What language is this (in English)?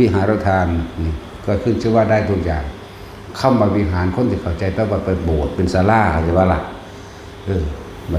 Northeastern Thai